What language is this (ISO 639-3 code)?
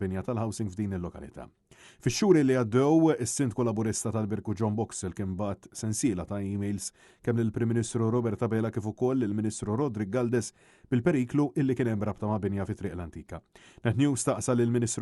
mlt